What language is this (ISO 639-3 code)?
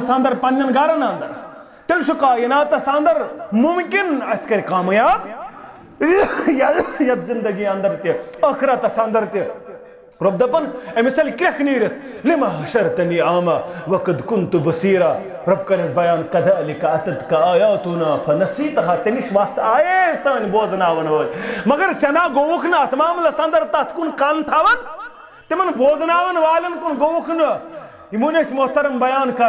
kas